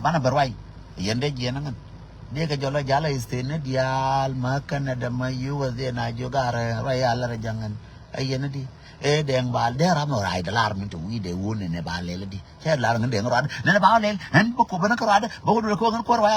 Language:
Nuer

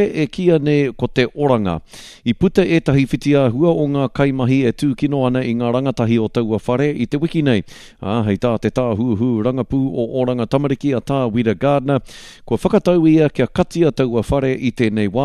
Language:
Māori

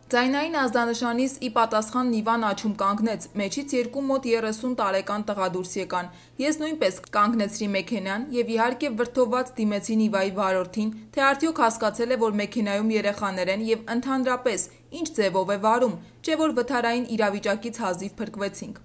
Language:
Armenian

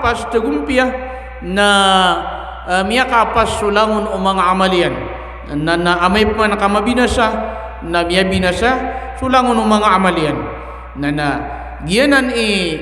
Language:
Maranao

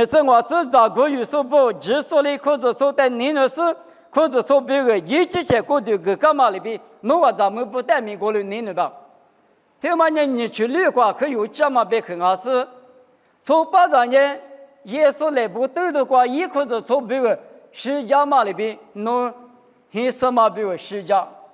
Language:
Lisu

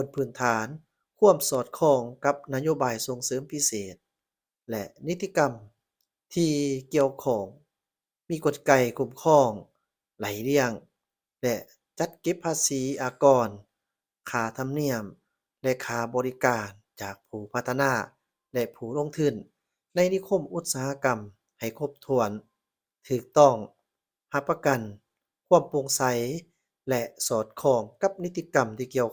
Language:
Lao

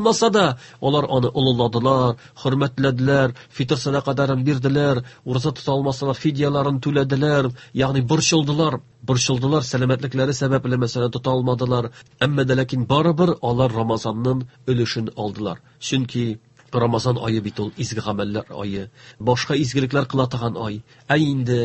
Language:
Tatar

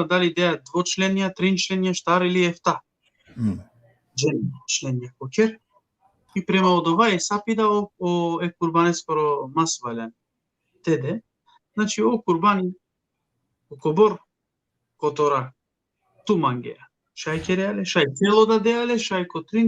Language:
Balkan Romani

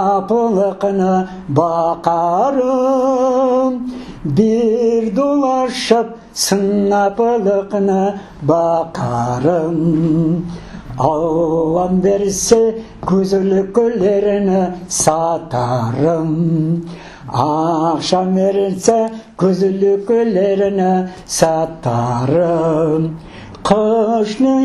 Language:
Crimean Tatar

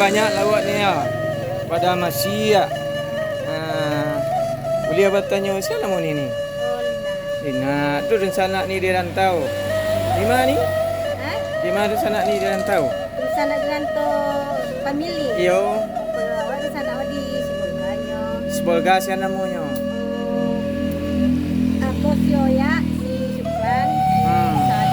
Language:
Minangkabau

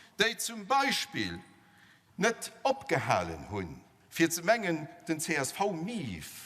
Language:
Luxembourgish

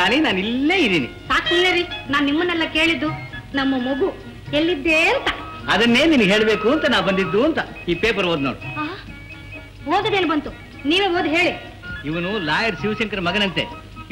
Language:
Kannada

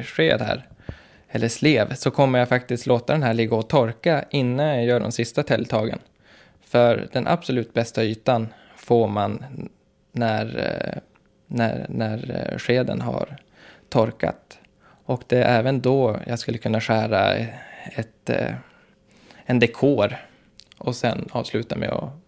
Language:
Swedish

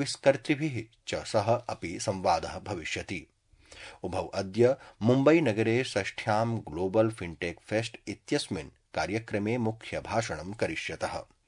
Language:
Sanskrit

